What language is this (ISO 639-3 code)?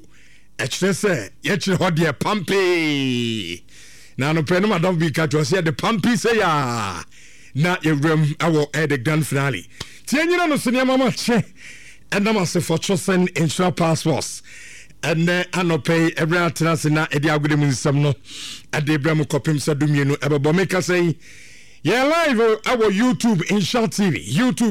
aka